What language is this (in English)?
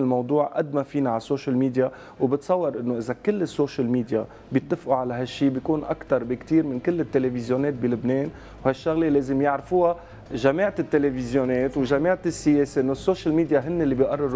North Levantine Arabic